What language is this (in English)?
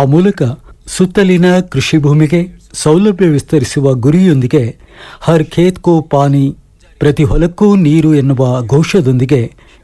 Kannada